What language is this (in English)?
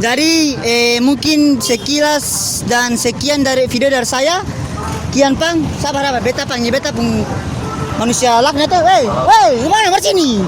Ambonese Malay